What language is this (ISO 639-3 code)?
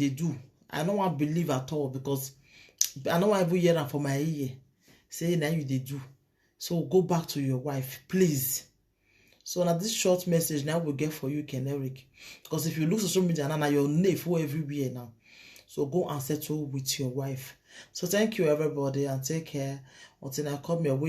pcm